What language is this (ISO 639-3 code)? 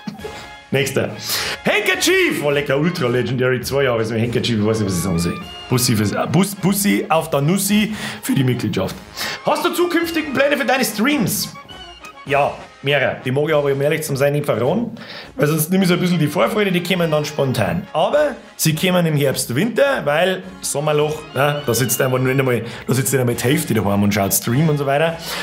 bar